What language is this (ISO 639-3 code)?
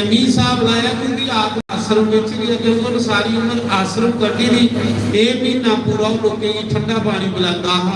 doi